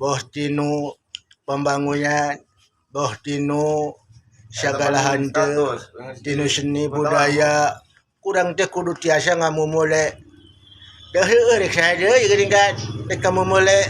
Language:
Sundanese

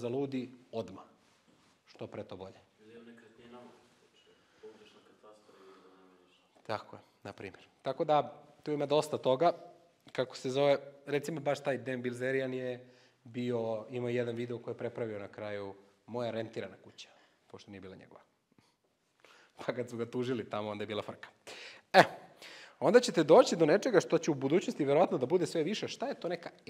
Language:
Serbian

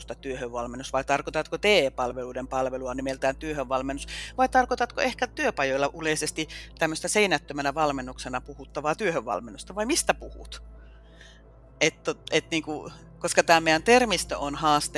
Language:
Finnish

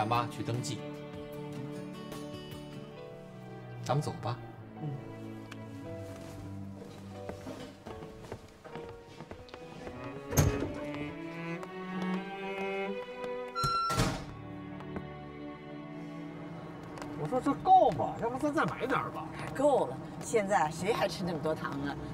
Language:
Chinese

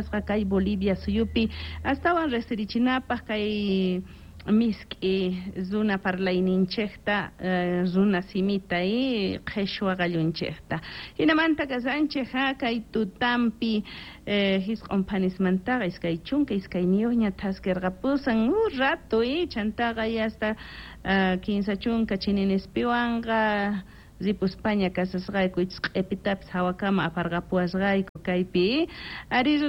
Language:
Quechua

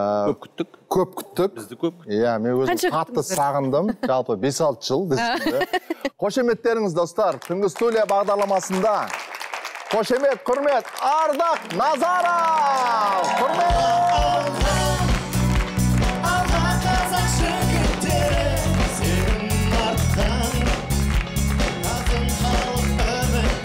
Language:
Kazakh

